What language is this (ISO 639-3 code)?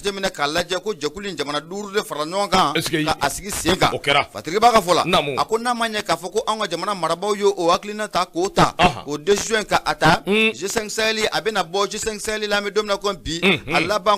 bam